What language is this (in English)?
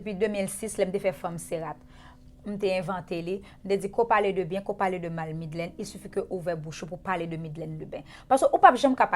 Haitian Creole